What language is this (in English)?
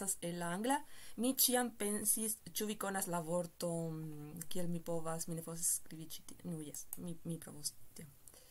Esperanto